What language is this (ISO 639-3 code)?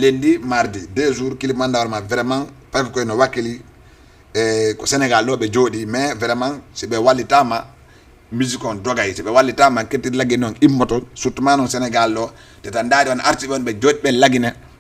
ful